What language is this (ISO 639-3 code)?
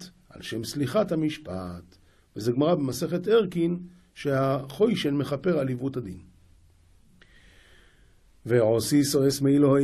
heb